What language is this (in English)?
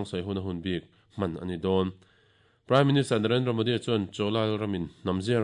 Mizo